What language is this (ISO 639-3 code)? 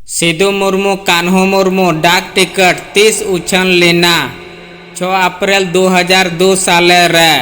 sat